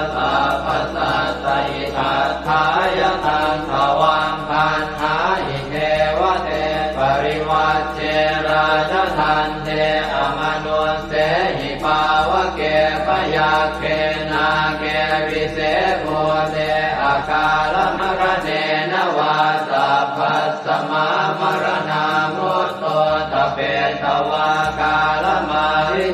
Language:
Pali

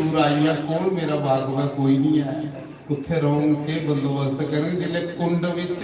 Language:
Dogri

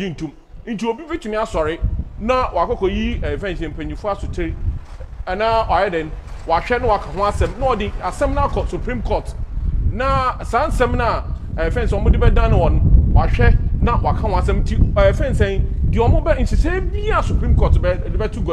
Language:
Akan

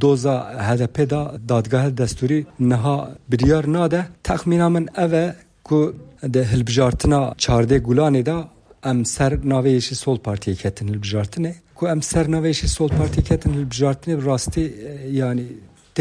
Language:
Kurdish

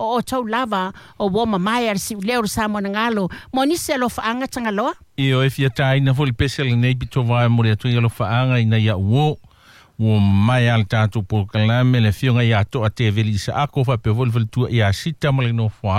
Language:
Samoan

